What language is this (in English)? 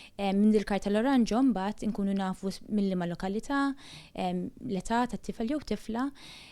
Maltese